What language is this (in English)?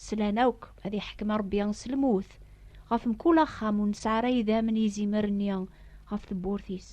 Kabyle